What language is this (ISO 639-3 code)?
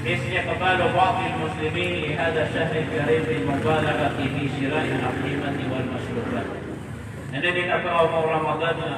mrw